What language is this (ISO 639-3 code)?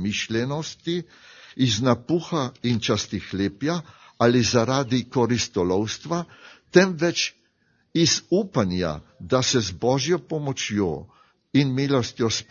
slv